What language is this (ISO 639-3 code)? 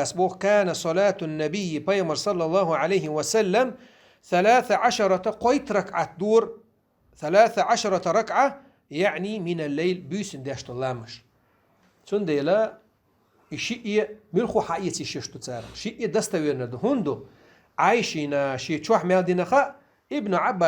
che